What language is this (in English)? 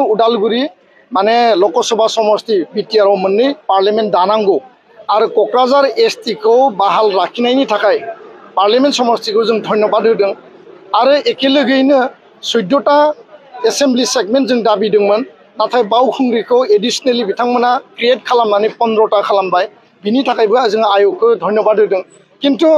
Bodo